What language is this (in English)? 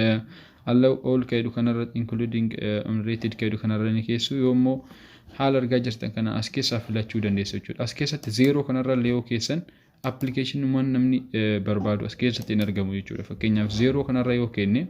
Oromo